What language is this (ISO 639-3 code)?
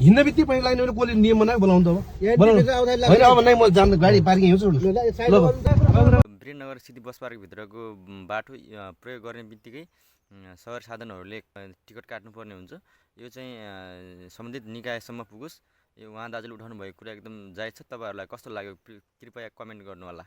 nep